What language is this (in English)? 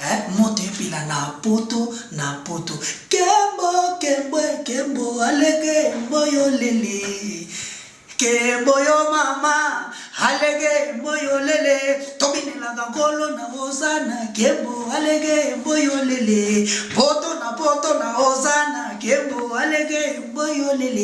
Lingala